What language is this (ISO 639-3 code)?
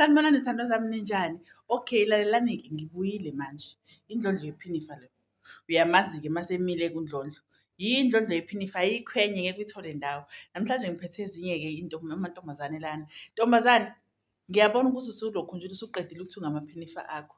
zul